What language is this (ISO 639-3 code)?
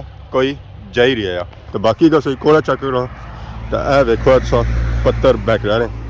phr